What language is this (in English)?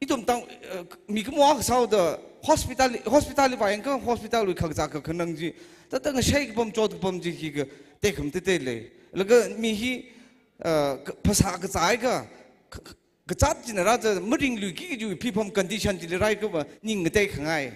Tangkhul Naga (India)